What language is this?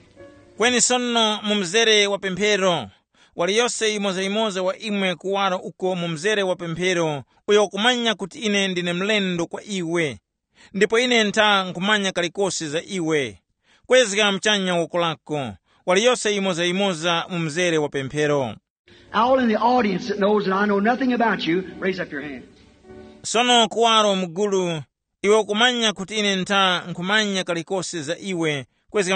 Tumbuka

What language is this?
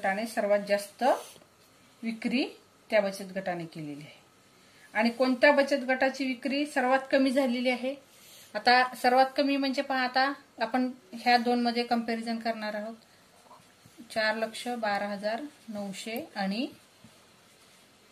Marathi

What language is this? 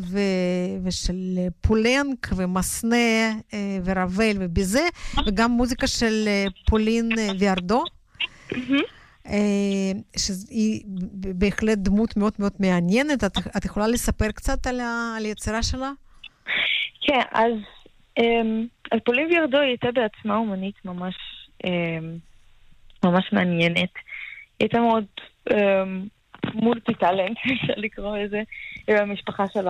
Hebrew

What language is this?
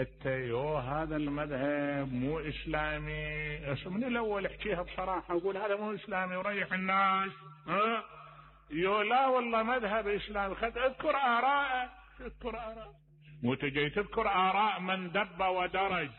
Mesopotamian Arabic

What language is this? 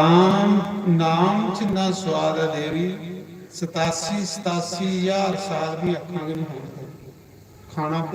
Dogri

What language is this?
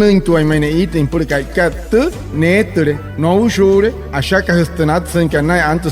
Wayuu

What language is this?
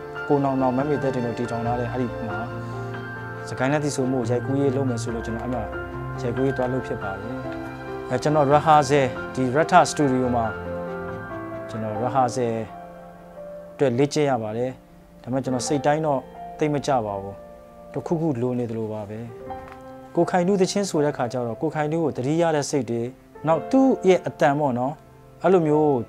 Burmese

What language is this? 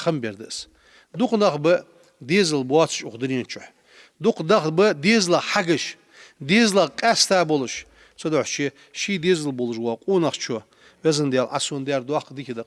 Ingush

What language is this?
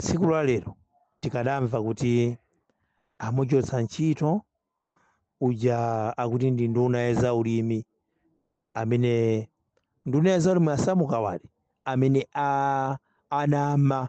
Nyanja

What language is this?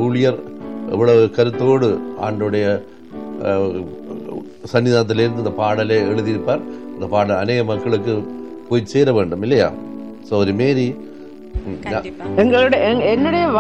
Tamil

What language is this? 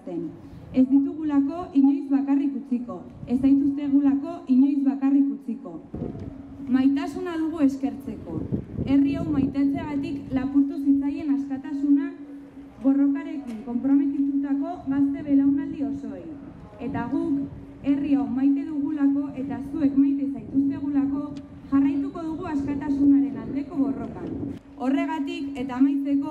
Basque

